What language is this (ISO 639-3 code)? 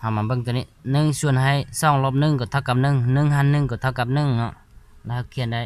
lao